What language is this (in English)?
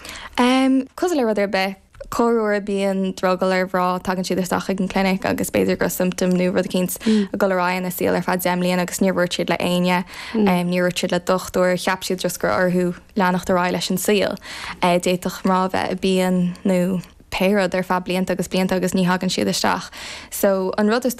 Irish